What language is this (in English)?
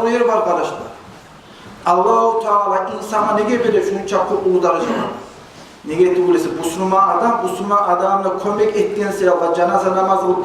Kumyk